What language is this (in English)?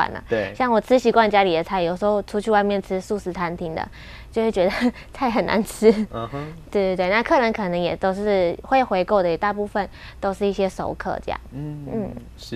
Chinese